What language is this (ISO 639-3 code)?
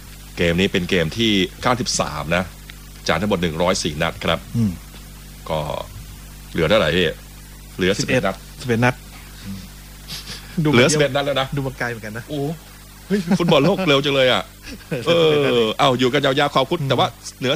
tha